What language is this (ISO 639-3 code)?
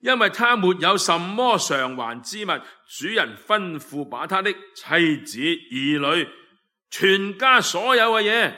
yue